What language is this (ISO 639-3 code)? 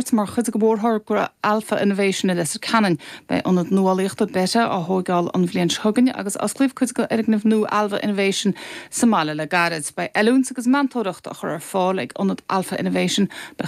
gle